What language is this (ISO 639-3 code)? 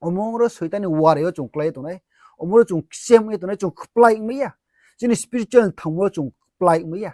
ria